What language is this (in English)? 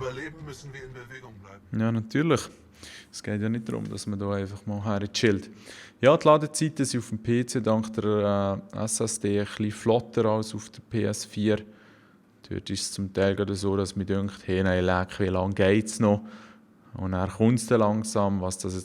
Swiss German